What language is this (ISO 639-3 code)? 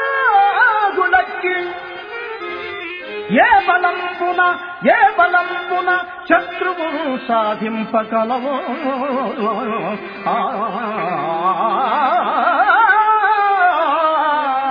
tel